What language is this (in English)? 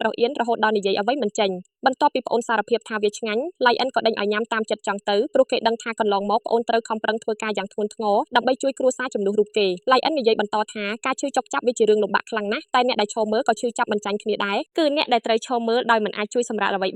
Khmer